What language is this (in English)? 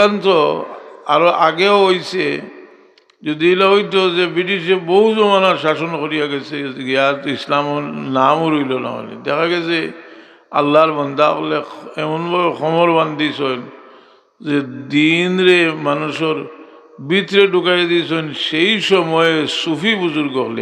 Sylheti